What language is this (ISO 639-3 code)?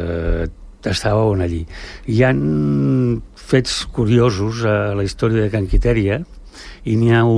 cat